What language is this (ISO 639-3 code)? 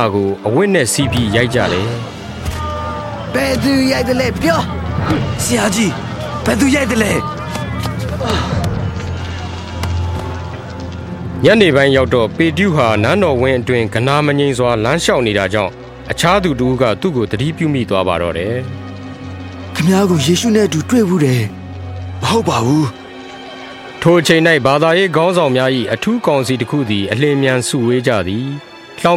mya